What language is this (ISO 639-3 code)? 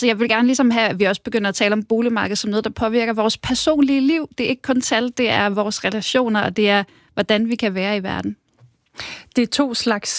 dan